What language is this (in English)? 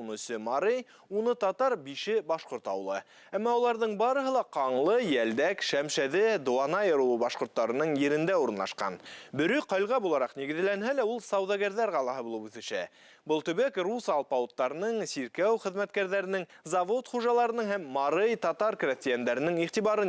Bashkir